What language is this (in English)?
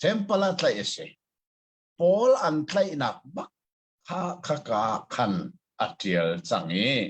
Hakha Chin